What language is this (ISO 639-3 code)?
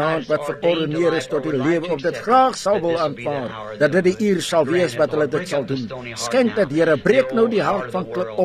afr